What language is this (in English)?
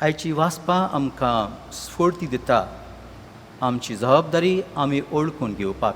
Konkani